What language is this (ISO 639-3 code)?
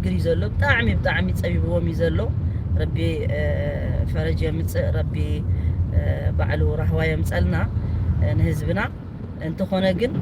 tir